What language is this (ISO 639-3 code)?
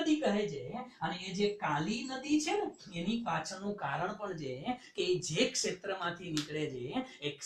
guj